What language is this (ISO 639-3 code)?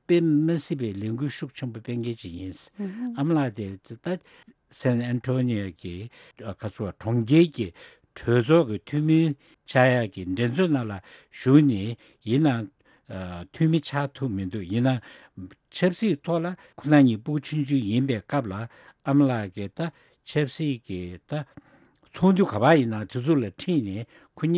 bod